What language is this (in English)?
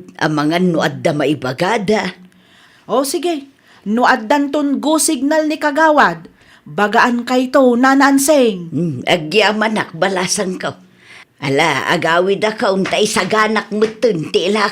Iloko